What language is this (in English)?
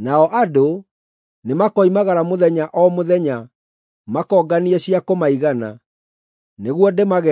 Kikuyu